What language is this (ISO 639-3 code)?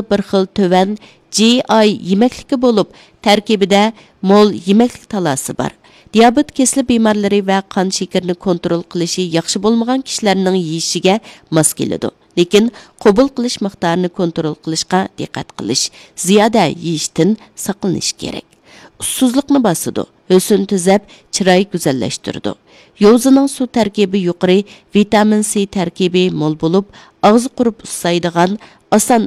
uig